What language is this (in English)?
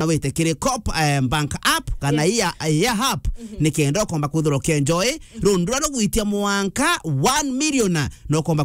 Meru